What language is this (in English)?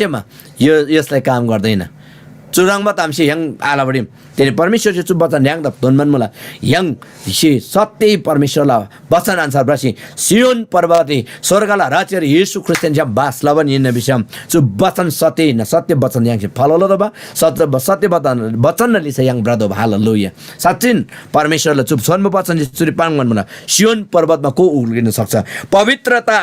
Eastern Tamang